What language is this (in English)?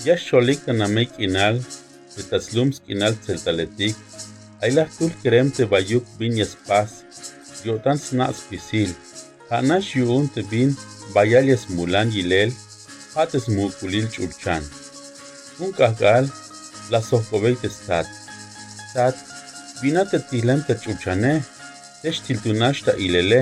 Tzeltal